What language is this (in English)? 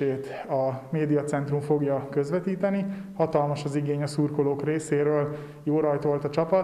Hungarian